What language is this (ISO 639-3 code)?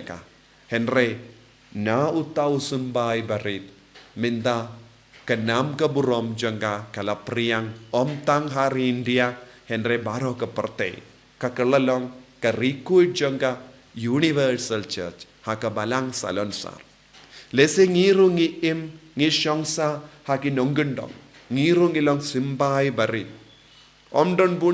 kha